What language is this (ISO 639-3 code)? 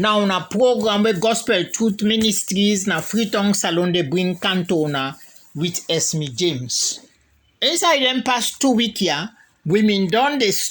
kri